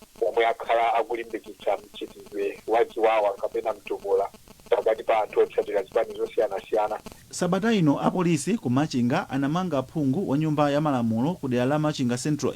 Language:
Nyanja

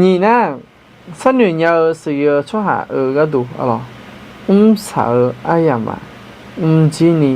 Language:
Akha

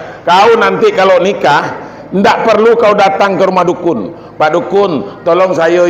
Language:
Minangkabau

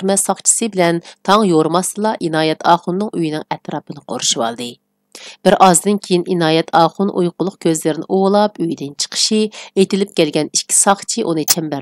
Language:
Uyghur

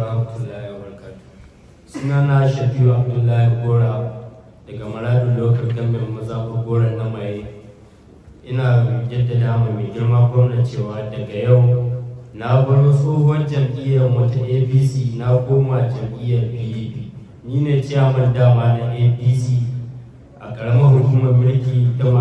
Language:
Hausa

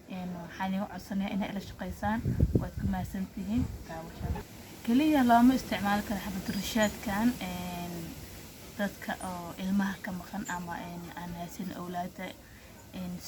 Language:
Somali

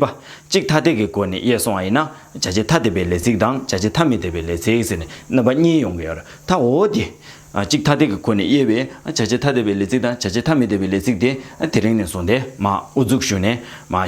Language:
Tibetan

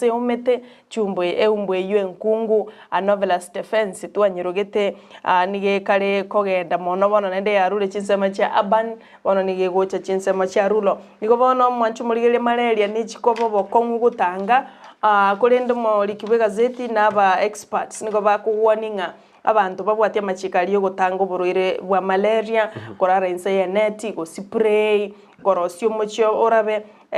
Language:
Gusii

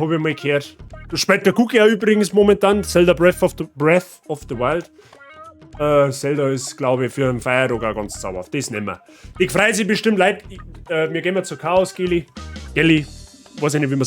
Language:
Bavarian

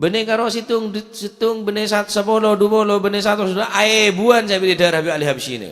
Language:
Madurese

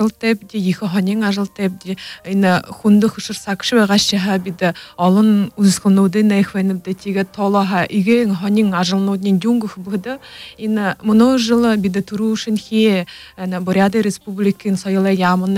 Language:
Buriat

